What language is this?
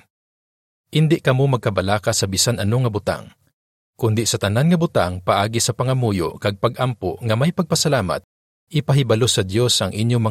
Hiligaynon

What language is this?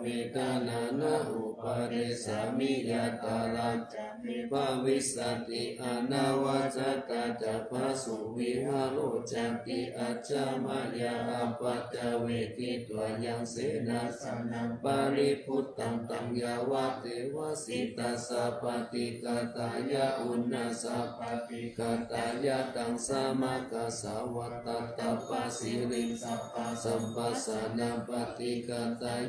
Pali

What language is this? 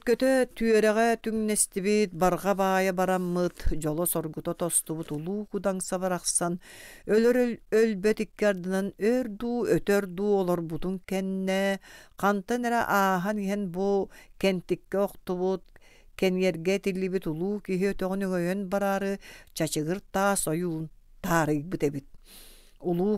Yakut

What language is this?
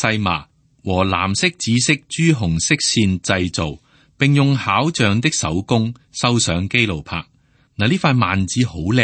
Cantonese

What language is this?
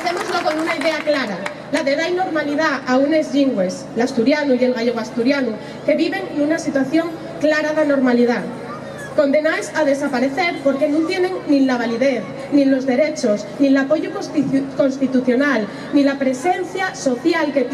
Asturian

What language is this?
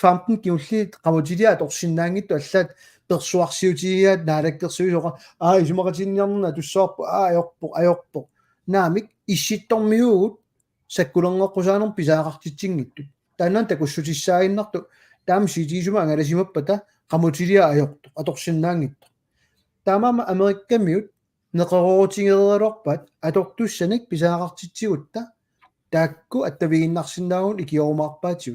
Kalaallisut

